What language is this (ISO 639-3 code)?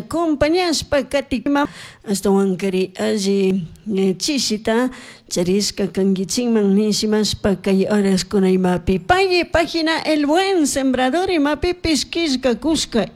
qug